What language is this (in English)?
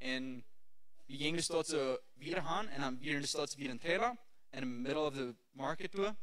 Plautdietsch